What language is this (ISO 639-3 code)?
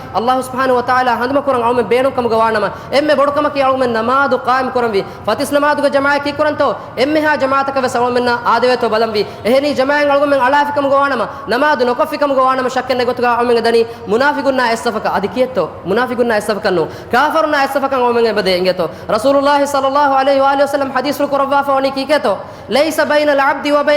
div